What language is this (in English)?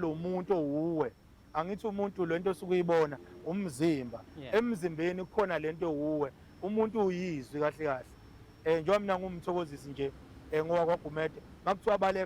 Zulu